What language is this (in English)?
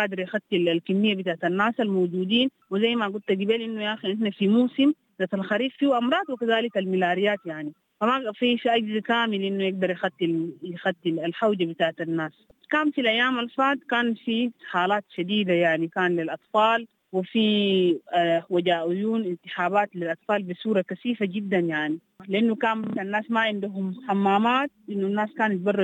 Sudanese Arabic